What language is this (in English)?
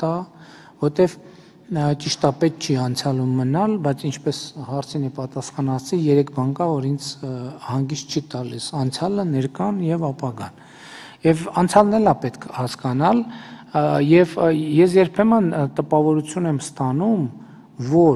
Armenian